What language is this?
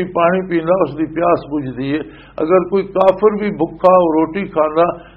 Western Panjabi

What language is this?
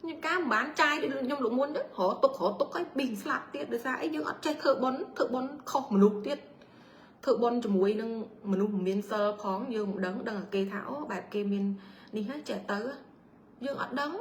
Khmer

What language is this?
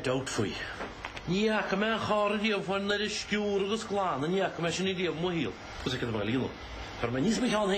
Irish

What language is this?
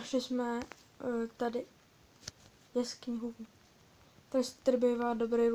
Czech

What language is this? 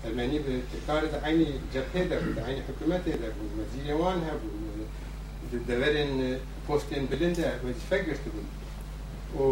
Kurdish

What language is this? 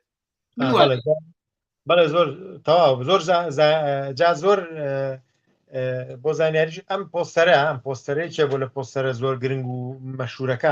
Central Kurdish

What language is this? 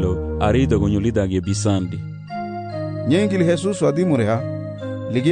Garifuna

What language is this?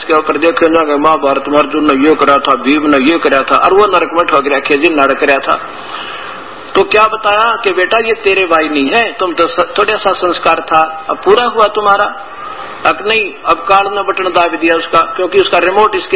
Hindi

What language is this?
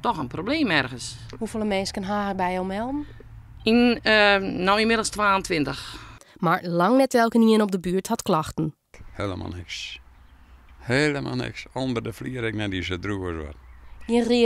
Western Frisian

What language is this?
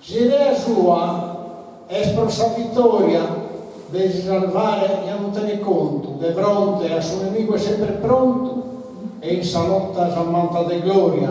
Sardinian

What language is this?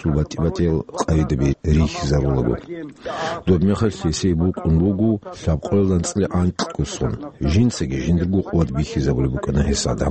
Avaric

